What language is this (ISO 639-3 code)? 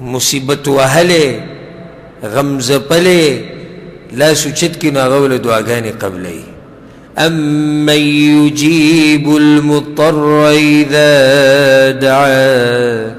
pus